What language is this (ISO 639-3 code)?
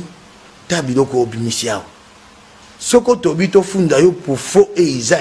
lin